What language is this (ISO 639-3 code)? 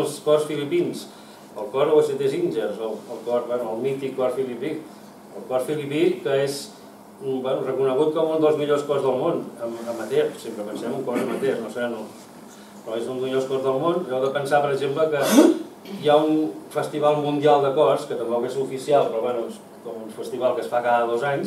cat